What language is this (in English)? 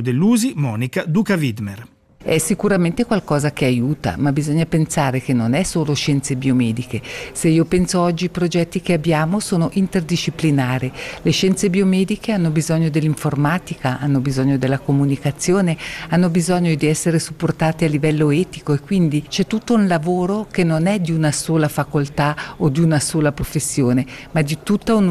Italian